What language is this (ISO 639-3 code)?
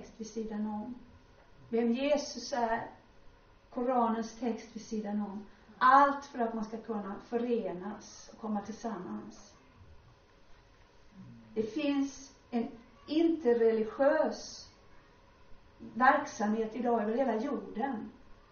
swe